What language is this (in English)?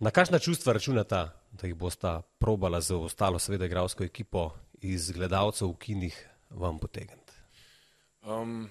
Slovenian